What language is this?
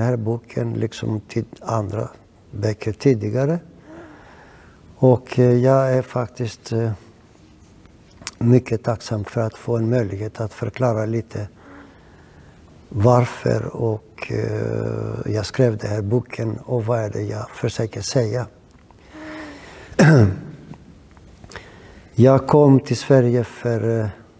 Swedish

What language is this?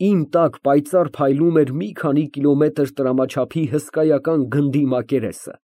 Armenian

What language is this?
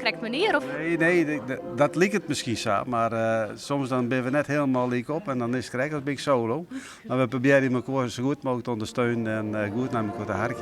Western Frisian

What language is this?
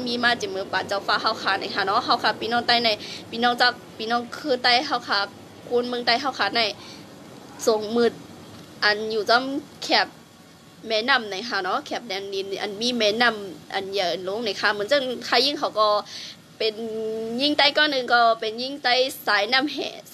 Shan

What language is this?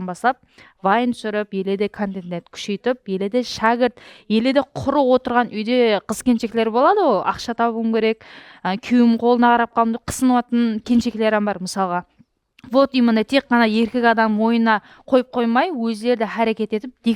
Kara-Kalpak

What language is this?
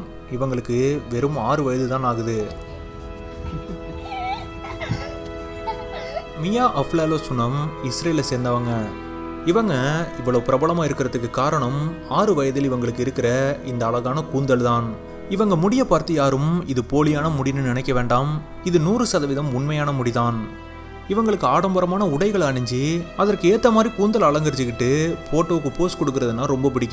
Tamil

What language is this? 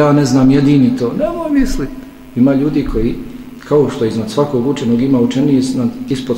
Bosnian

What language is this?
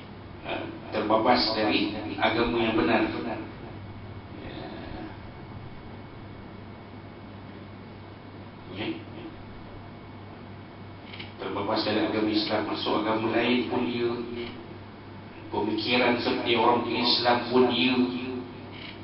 Malay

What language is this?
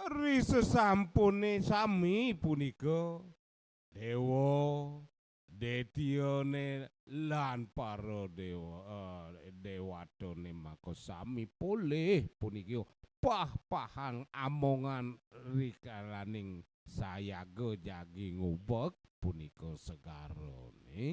Balinese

